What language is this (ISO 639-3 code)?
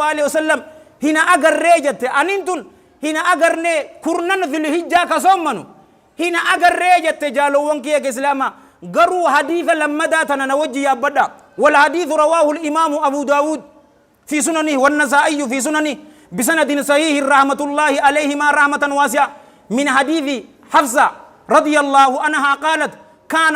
orm